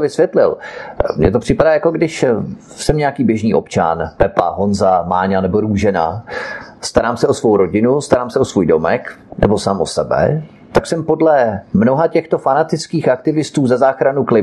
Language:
Czech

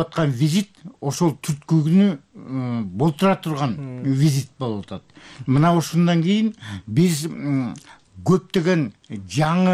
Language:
Kyrgyz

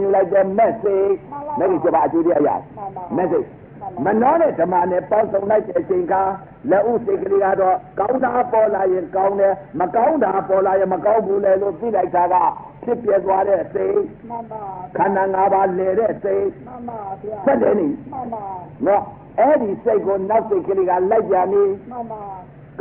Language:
Burmese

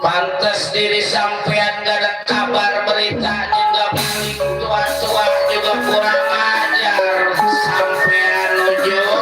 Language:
Betawi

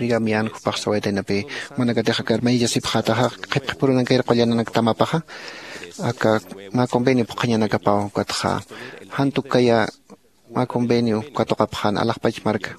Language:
Aymara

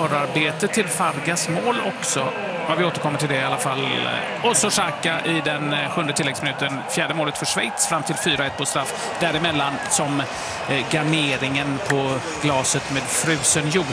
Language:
Swedish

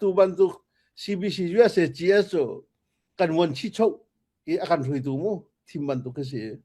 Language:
Hakha Chin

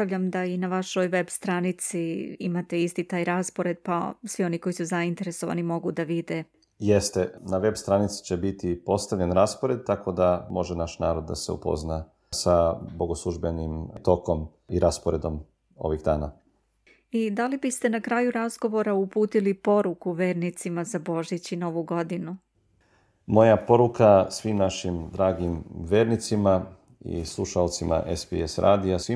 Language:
Serbian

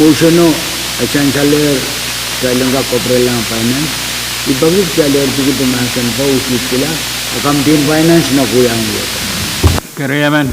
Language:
Pohnpeian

